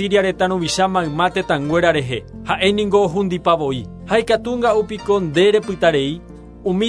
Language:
Guarani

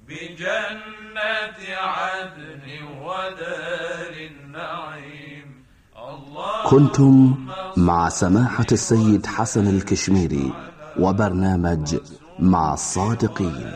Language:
Arabic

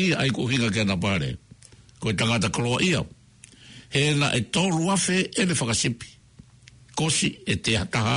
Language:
Tongan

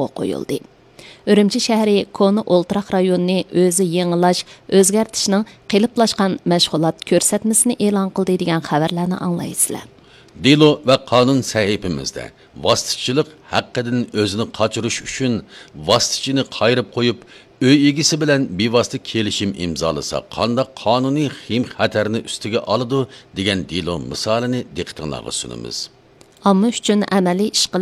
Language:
Uyghur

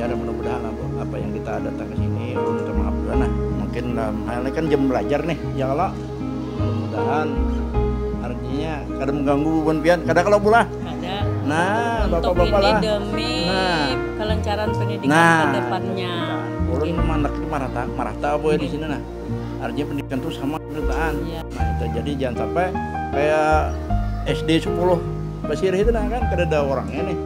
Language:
Banjar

